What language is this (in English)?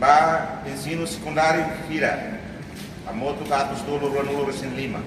Tetum